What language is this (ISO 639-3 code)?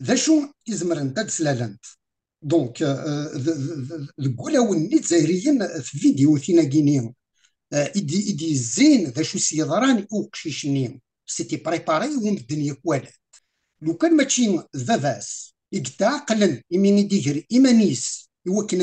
kab